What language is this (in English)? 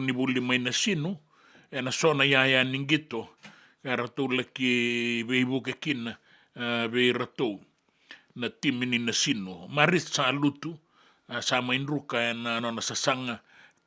Fijian